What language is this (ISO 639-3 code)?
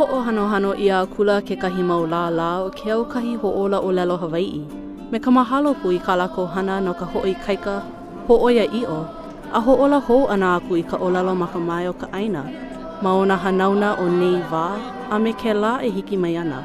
haw